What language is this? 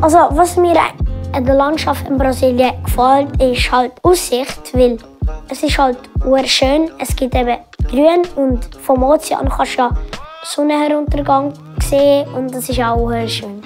Swiss German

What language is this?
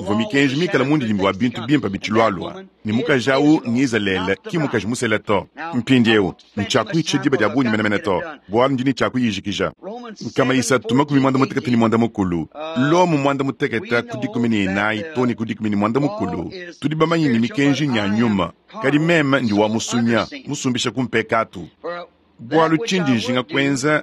Luba-Lulua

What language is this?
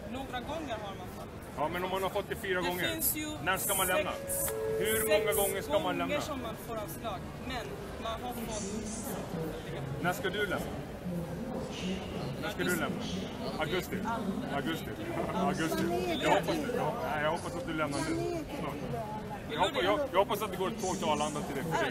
Swedish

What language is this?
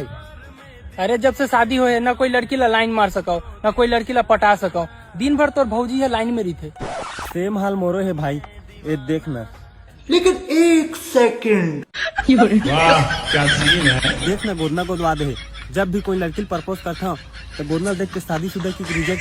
Chhattisgarhi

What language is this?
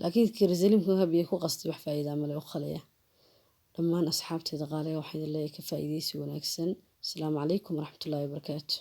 Somali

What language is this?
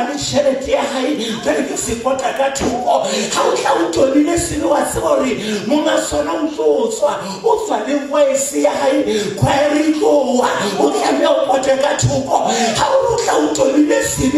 Southern Sotho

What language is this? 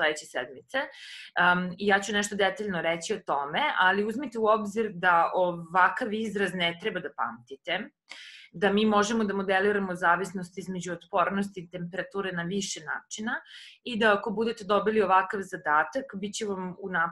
Serbian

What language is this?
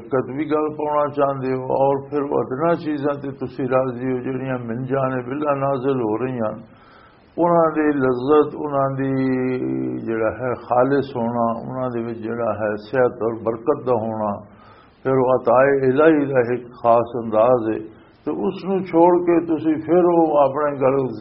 Western Panjabi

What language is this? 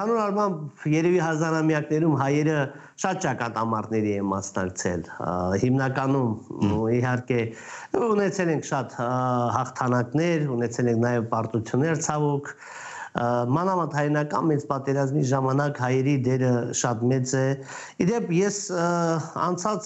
Armenian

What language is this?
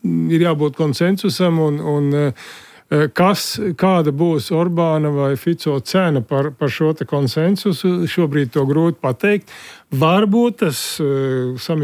Latvian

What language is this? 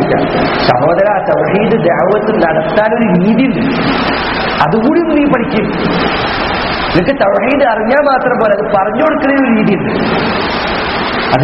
Malayalam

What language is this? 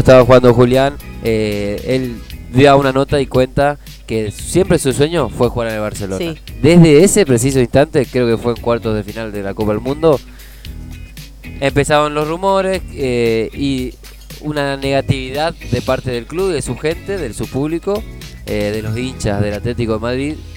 Spanish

